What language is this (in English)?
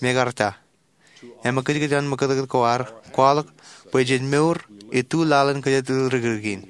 Marshallese